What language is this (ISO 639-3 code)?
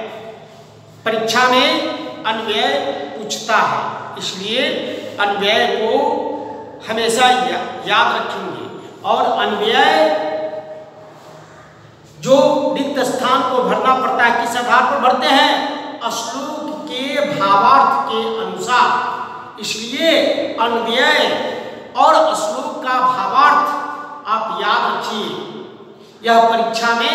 hin